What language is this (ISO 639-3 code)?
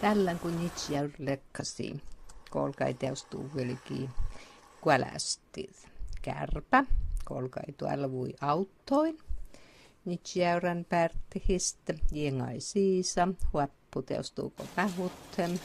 smn